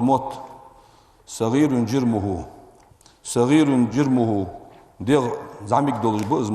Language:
Ingush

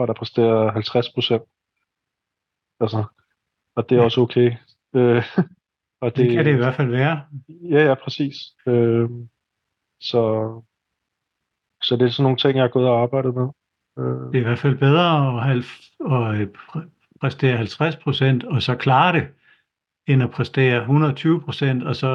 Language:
Danish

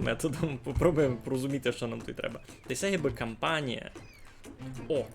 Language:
Rusyn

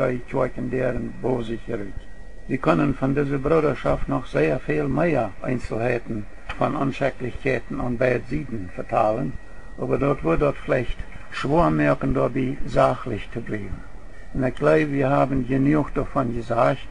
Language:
Plautdietsch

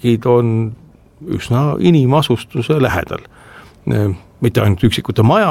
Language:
Estonian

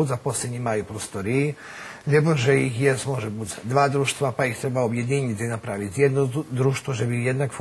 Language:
Rusyn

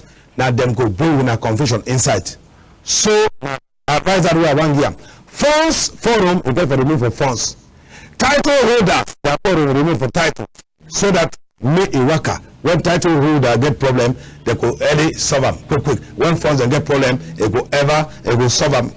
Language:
Cameroon Pidgin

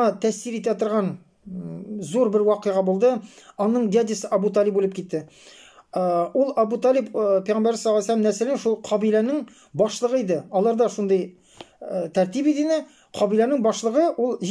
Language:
Tatar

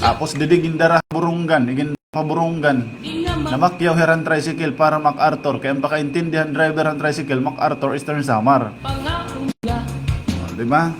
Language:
Waray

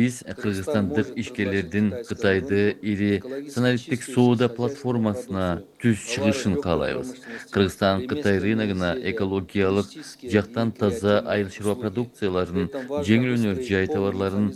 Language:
Kyrgyz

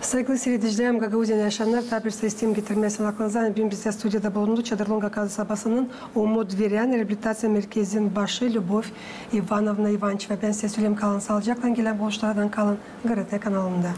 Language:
Gagauz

